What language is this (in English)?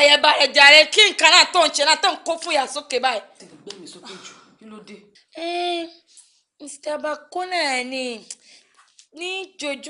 Yoruba